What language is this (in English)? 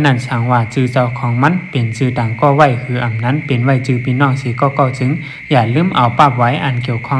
Shan